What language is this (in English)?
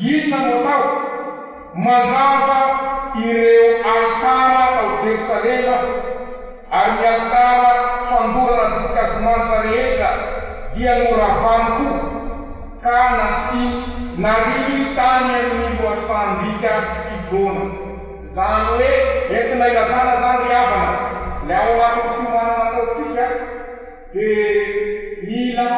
Malagasy